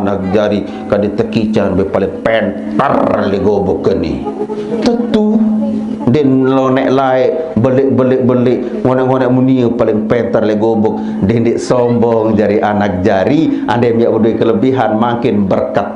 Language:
Sasak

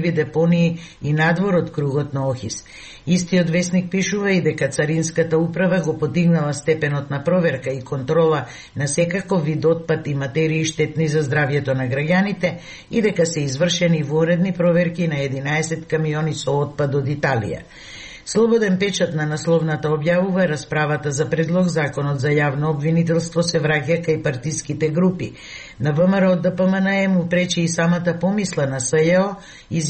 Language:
Macedonian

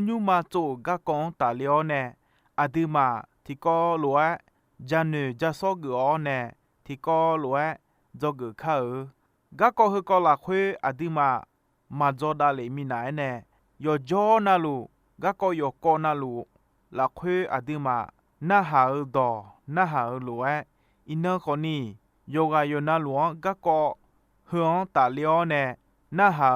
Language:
Akha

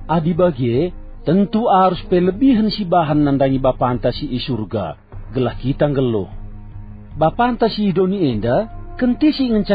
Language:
Batak Karo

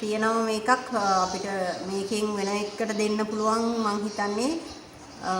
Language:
Sinhala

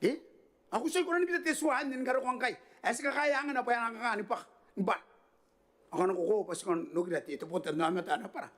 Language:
Gilbertese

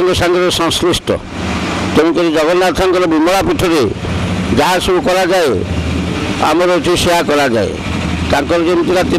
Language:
Odia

